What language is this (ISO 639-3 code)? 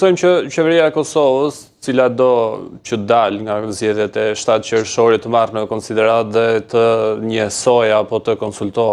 sqi